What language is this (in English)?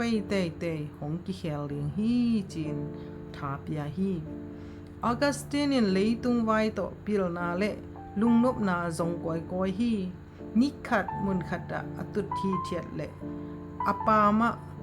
Tedim Chin